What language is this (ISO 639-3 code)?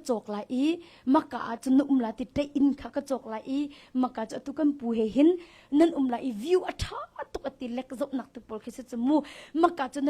cnh